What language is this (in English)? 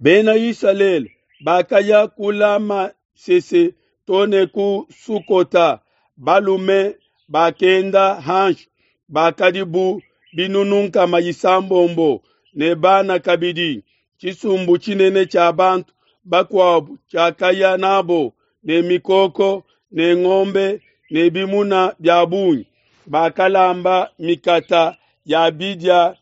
Luba-Lulua